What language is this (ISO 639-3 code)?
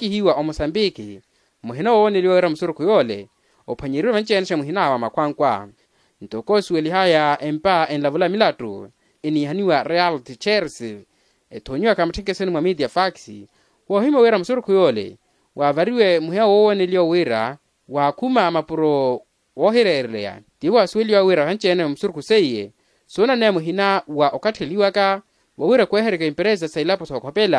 vmw